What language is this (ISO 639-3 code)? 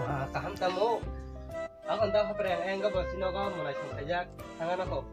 trp